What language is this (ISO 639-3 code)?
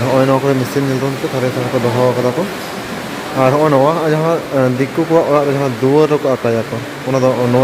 sat